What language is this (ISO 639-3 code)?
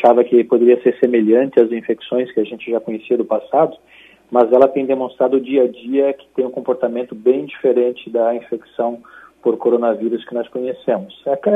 por